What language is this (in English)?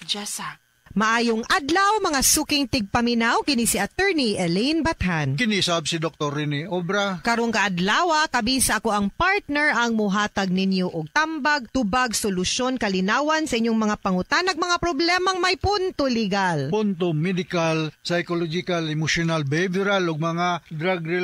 Cebuano